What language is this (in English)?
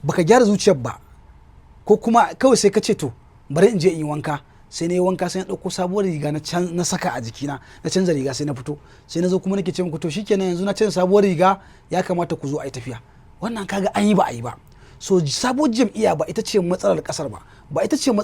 Hausa